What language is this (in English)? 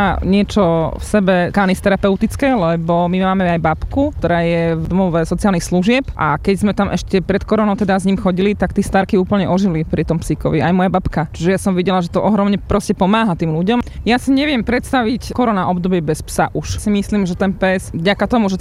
Slovak